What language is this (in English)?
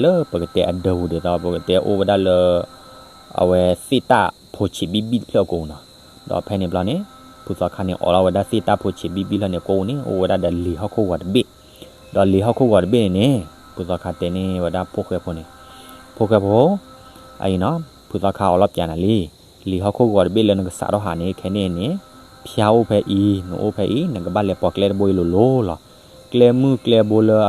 S'gaw Karen